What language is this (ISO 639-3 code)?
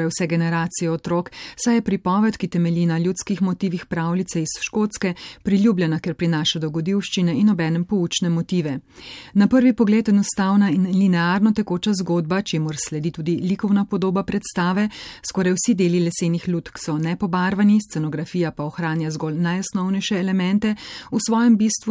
slv